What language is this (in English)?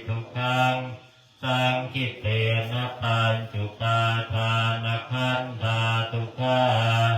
Pali